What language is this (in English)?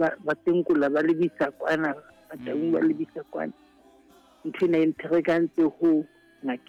Southern Sotho